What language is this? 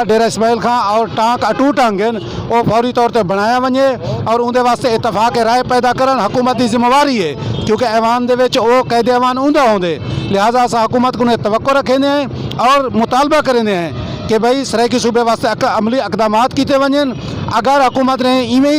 Saraiki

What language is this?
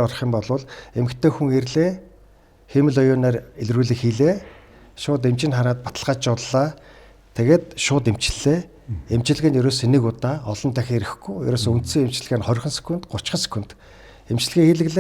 Mongolian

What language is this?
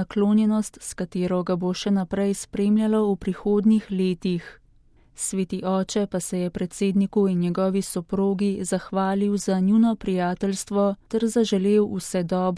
Slovenian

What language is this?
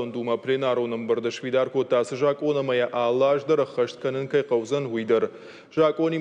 Ossetic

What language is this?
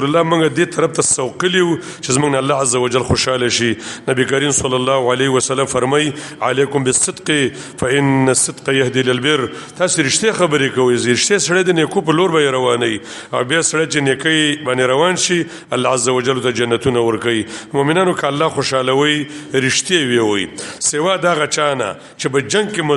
Pashto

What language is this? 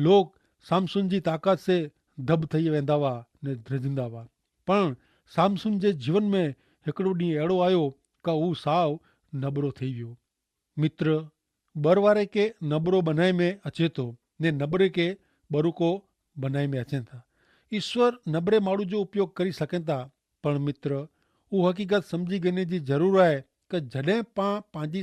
Kachhi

